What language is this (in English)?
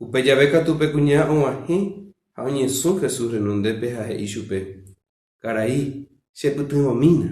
Guarani